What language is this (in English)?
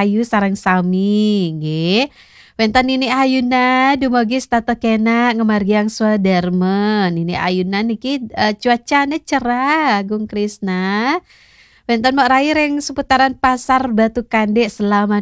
Balinese